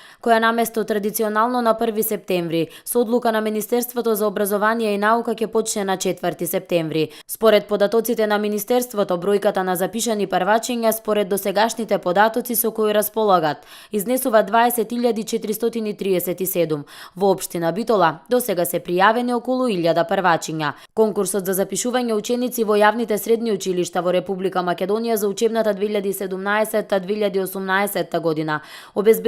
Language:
Macedonian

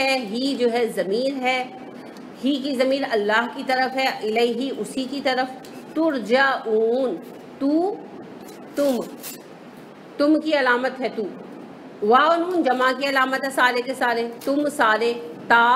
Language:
Urdu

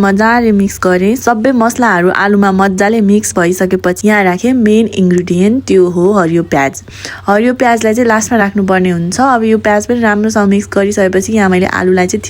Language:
Nepali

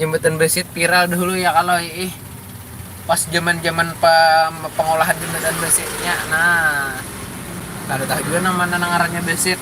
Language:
Banjar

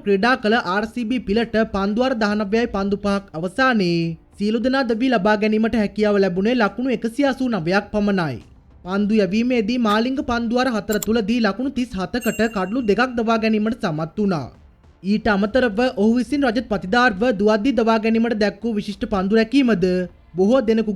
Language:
Sinhala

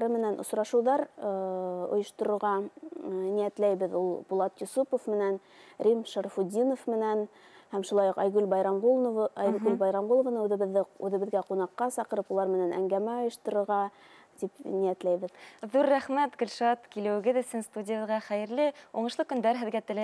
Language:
Bashkir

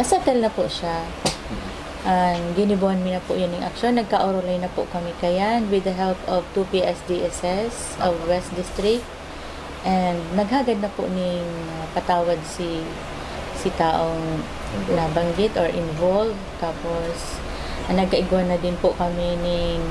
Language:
Bikol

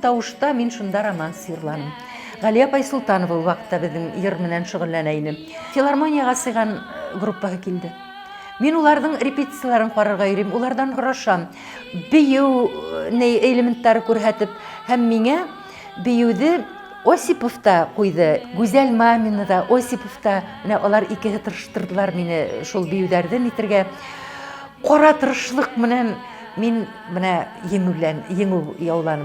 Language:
Bashkir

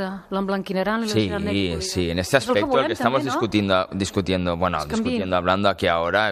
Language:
Catalan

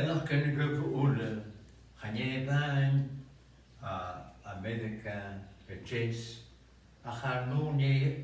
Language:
Scottish Gaelic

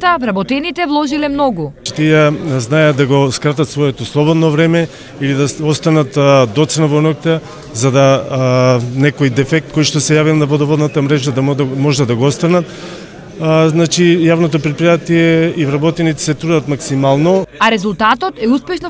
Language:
Macedonian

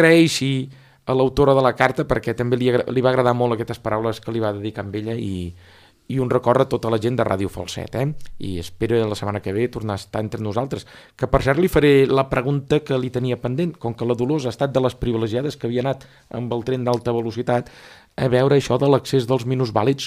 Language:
Catalan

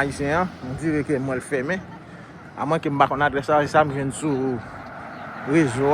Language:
Haitian Creole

